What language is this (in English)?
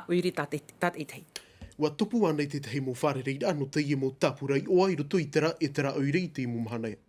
Tahitian